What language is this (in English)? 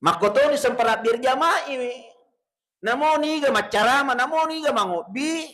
Buginese